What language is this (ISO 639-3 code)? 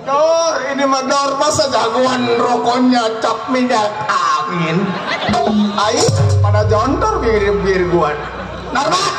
bew